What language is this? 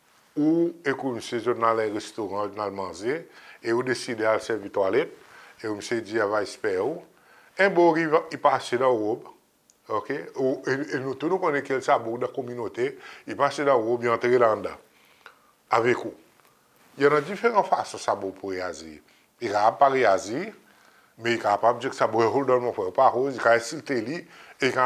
Seselwa Creole French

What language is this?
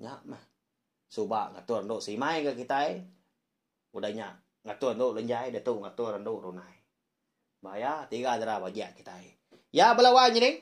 Iban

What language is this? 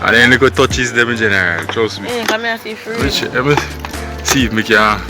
Jamaican Creole English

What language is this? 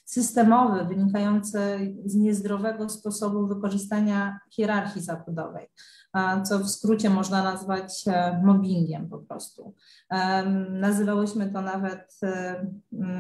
Polish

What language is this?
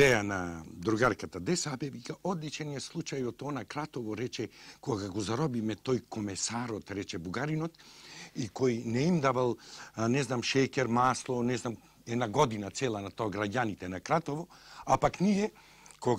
Macedonian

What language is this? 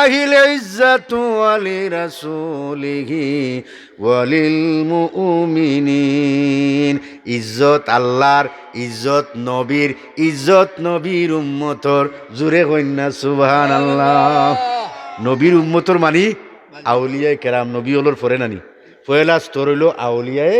Sylheti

